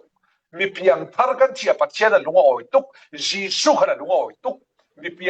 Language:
Falam Chin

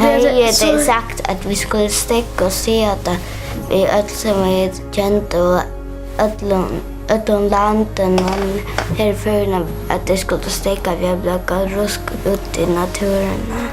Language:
Faroese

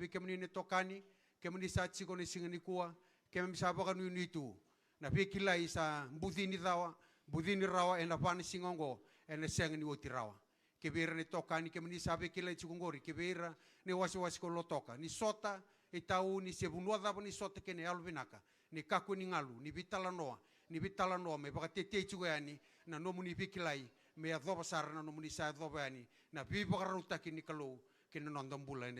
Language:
Fijian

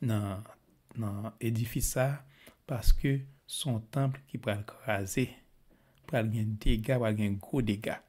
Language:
Haitian Creole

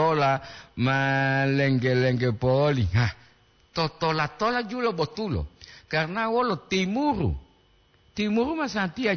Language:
Gorontalo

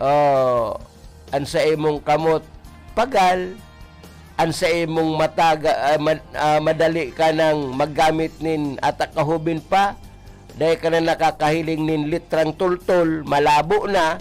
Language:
Bikol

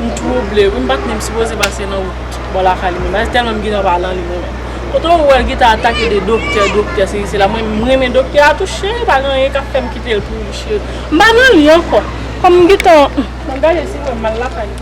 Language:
Haitian Creole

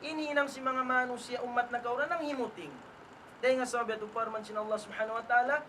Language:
Tausug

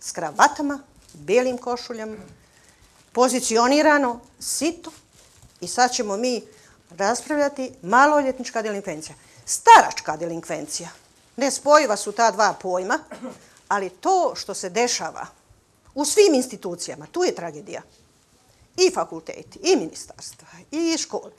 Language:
Bosnian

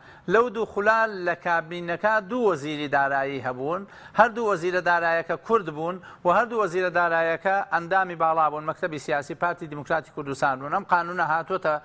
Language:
Central Kurdish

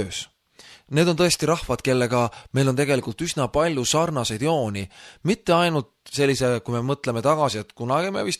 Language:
Estonian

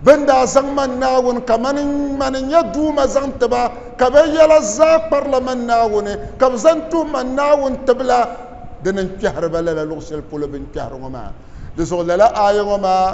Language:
Dagbani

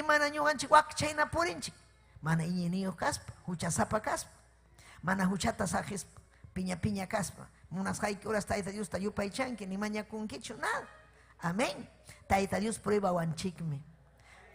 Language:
Ayacucho Quechua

